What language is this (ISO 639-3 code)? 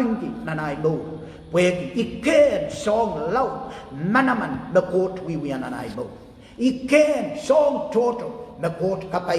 pon